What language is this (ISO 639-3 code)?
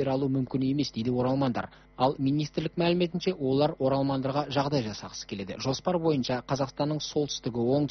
kaz